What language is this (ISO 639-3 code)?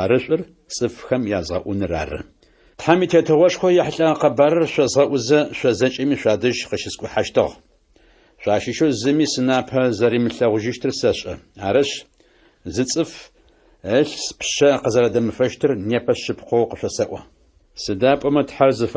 ady